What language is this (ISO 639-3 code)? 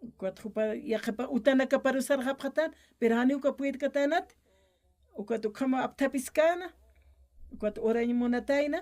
aym